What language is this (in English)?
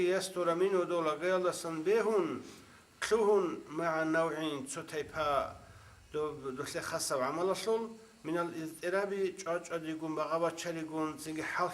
Avaric